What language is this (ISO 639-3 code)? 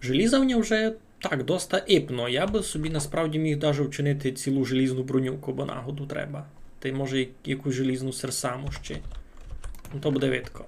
rue